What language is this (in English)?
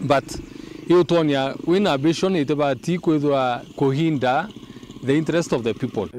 Meru